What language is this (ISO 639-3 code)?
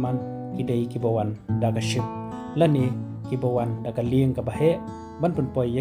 kha